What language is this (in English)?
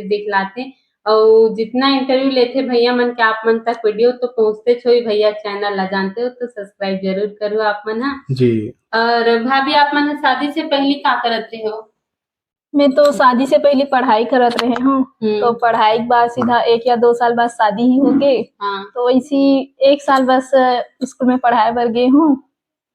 Chhattisgarhi